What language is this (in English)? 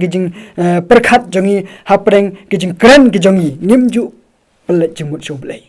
Khasi